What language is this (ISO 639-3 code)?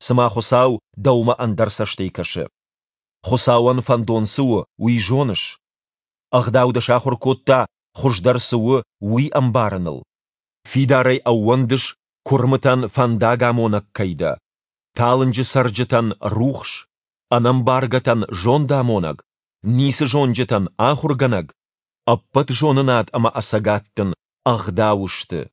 oss